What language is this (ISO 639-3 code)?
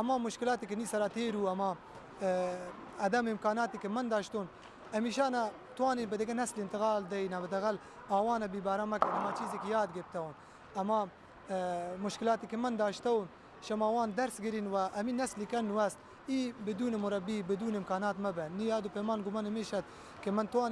bal